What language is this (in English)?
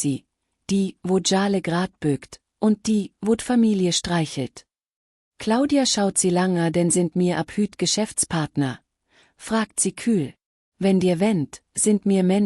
Swiss German